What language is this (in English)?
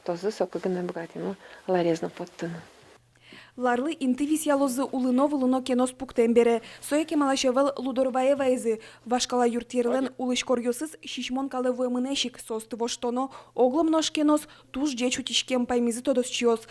Udmurt